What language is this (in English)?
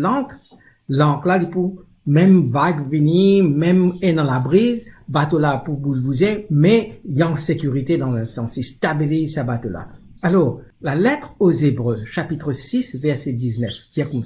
Morisyen